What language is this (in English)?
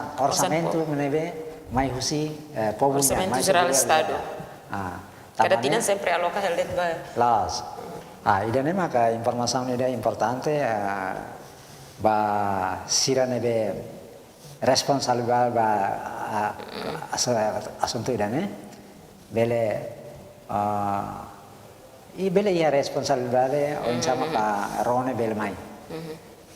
Tetum